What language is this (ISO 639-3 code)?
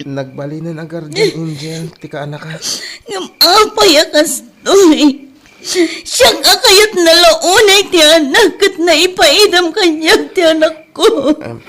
ilo